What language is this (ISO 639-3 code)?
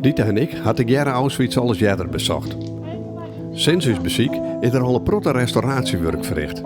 fry